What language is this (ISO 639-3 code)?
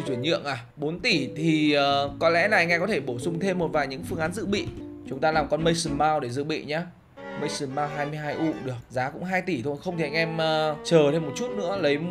vie